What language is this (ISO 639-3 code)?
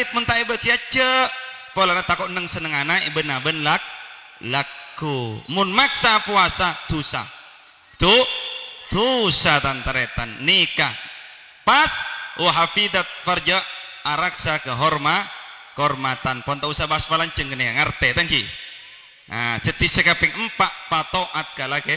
mad